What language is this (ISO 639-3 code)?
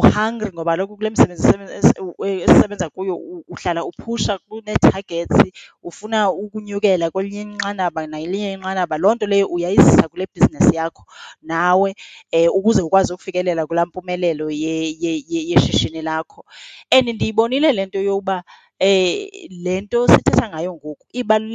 xho